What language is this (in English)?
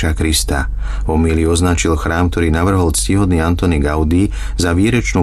Slovak